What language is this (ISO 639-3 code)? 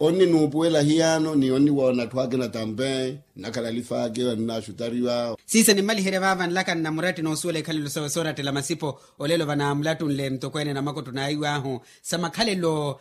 vmw